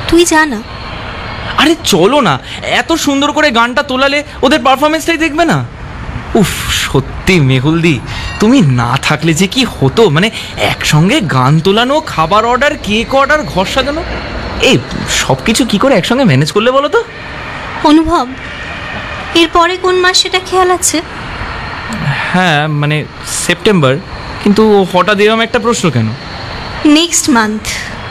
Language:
Bangla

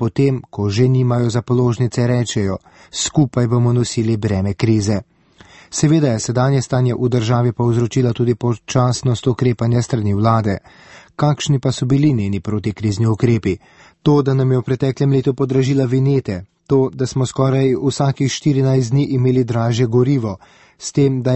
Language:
Slovenian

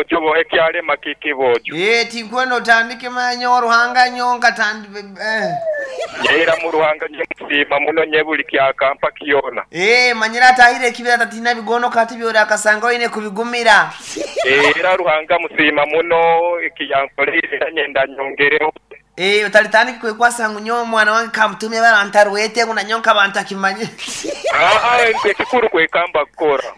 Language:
Nyoro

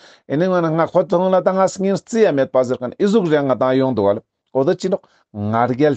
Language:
Ladakhi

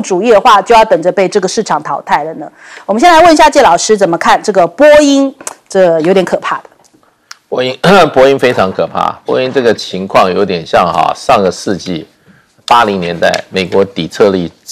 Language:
Chinese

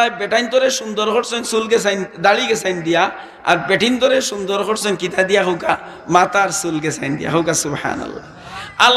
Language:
Sylheti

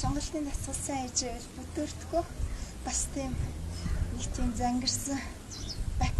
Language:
Mongolian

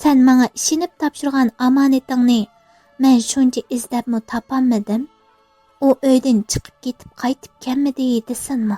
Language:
Uyghur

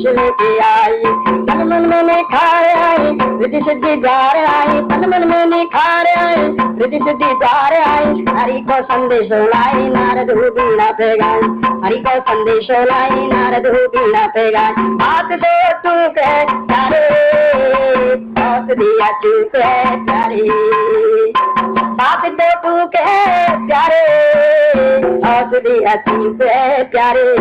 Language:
Hindi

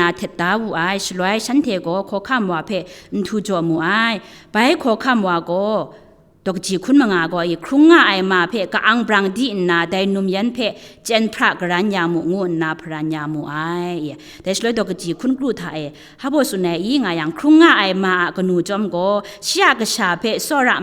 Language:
Kachin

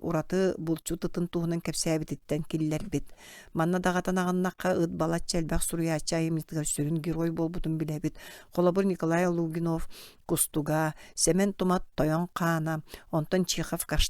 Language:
Yakut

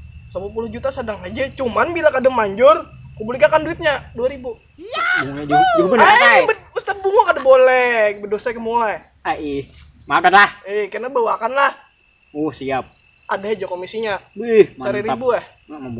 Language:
Banjar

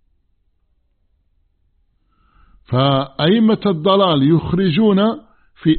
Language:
Arabic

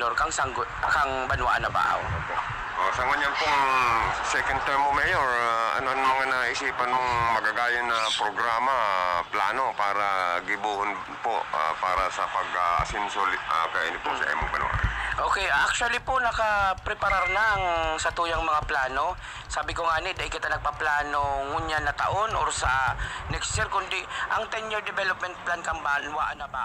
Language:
Bikol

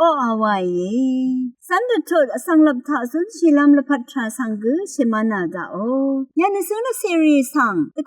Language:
Rawang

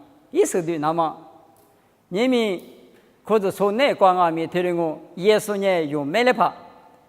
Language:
Lisu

